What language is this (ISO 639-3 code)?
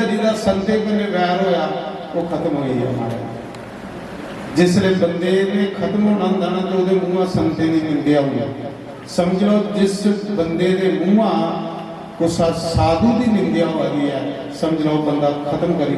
doi